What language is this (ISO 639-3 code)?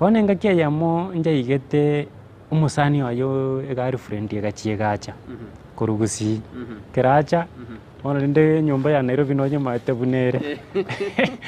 guz